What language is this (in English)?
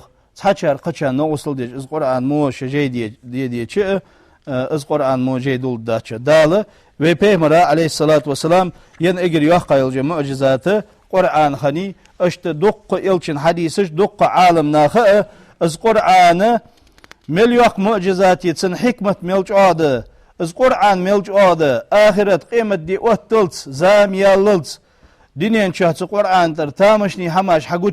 Ingush